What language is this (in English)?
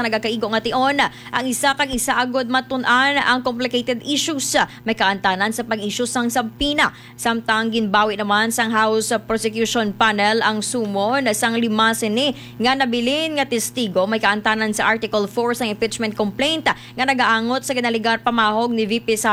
Hiligaynon